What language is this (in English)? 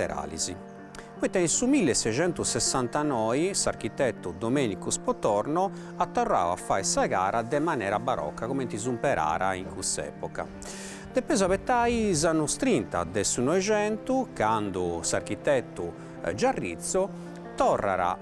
Sardinian